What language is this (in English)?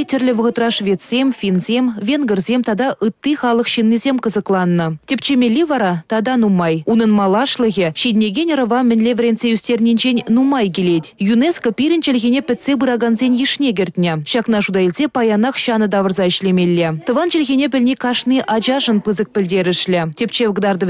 Chuvash